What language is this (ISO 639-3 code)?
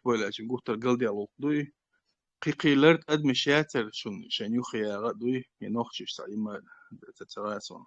che